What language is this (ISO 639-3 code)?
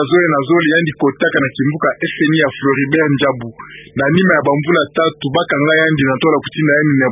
ktu